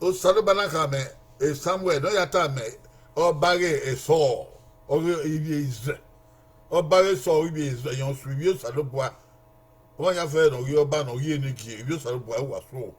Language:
Bini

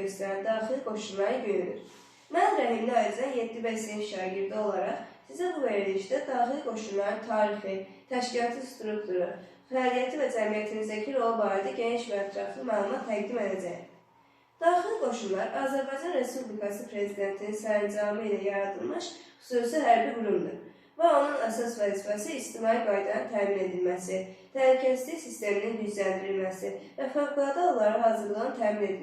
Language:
Azerbaijani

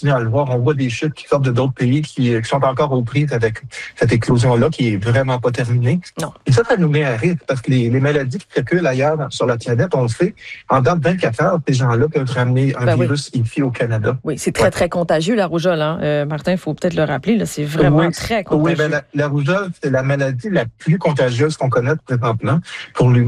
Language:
French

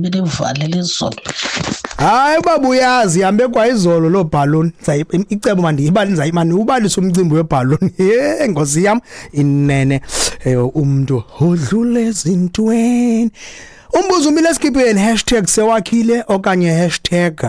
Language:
Xhosa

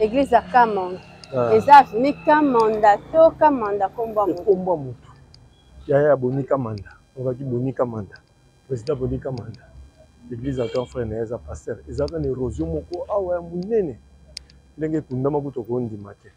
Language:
Lingala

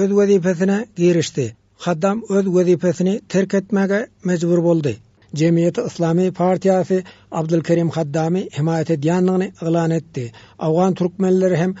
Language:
Turkmen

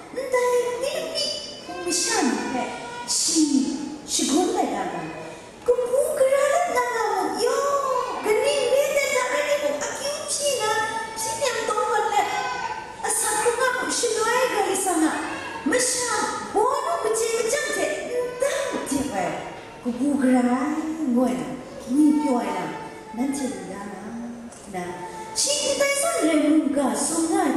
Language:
Kachin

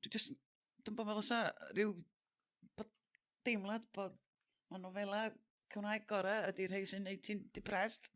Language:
Welsh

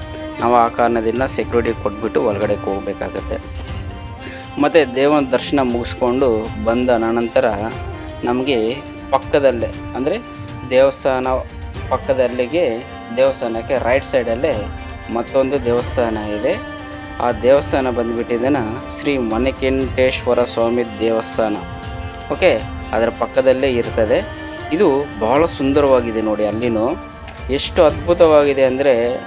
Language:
Kannada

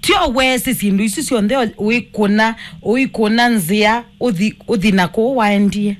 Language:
Kamba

